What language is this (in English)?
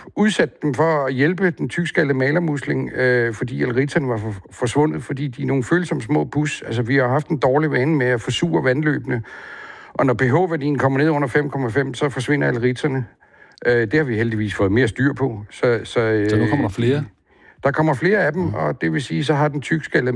Danish